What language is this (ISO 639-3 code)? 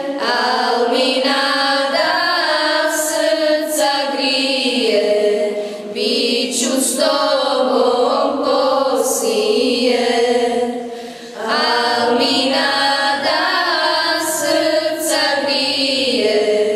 bos